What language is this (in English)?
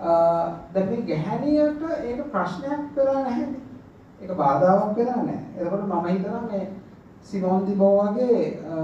Sinhala